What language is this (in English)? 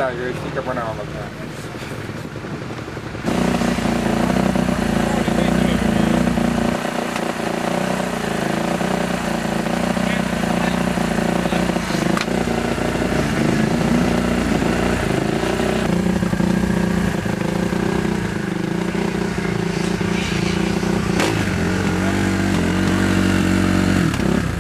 Estonian